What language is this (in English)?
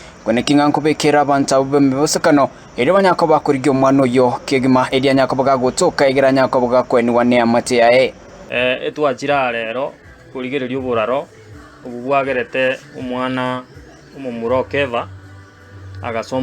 Gusii